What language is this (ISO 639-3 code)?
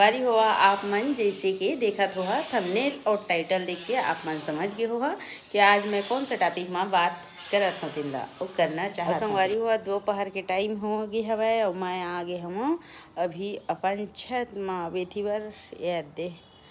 hne